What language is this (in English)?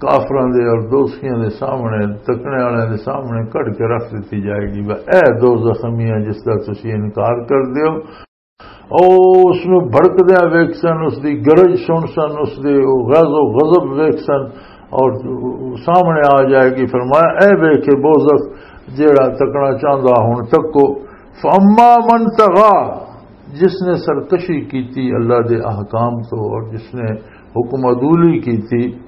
Western Panjabi